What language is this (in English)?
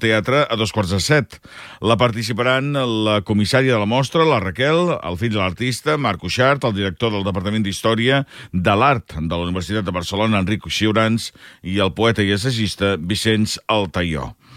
Catalan